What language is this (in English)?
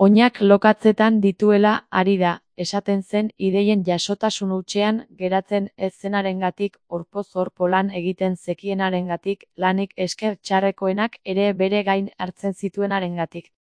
Basque